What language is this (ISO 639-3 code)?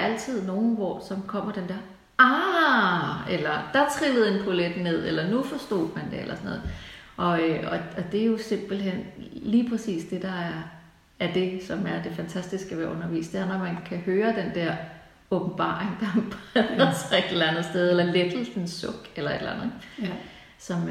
dan